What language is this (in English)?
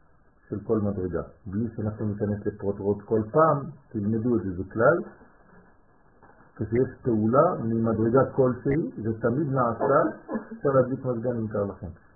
Hebrew